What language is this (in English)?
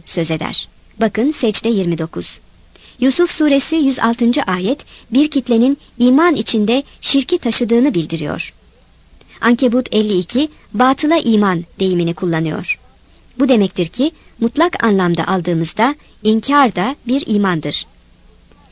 Turkish